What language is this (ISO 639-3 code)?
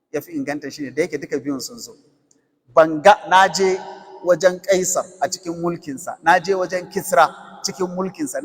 hau